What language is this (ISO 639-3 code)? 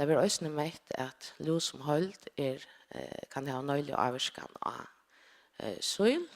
fao